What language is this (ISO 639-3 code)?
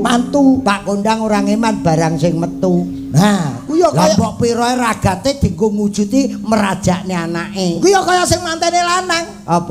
jav